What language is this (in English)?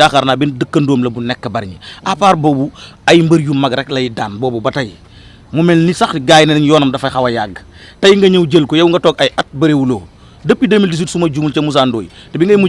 Wolof